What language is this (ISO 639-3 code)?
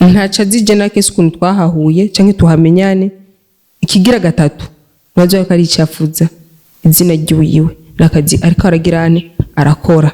run